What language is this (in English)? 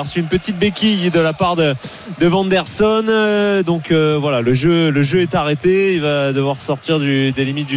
French